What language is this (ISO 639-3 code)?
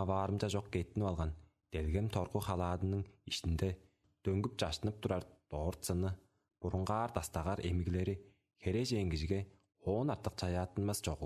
tyv